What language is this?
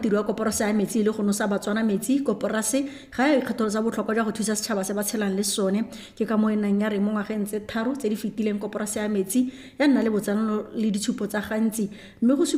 Tswana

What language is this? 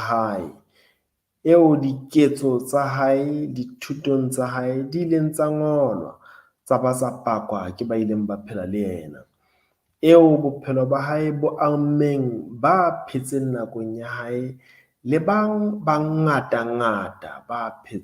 Southern Sotho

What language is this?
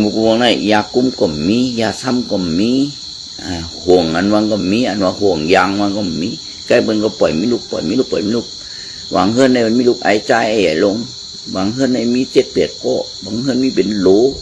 Shan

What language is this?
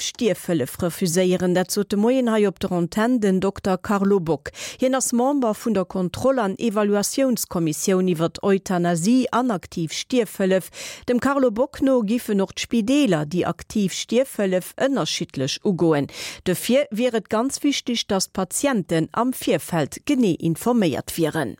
Luxembourgish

